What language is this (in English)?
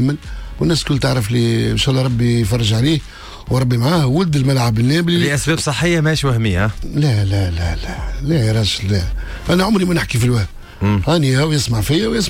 Tunisian Arabic